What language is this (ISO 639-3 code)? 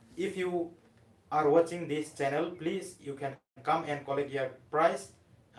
hmr